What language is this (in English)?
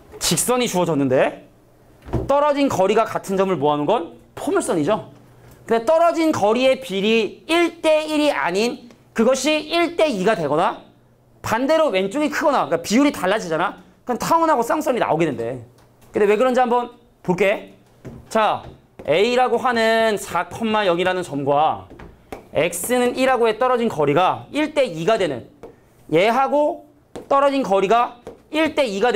Korean